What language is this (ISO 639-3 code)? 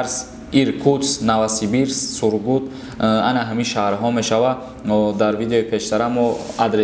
tgk